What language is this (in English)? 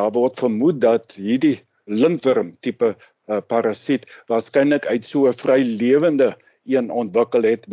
Afrikaans